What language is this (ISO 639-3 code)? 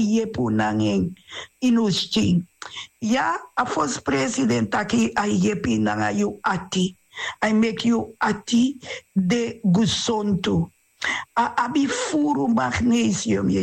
srn